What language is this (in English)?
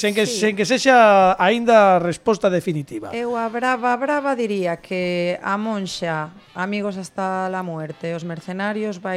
Galician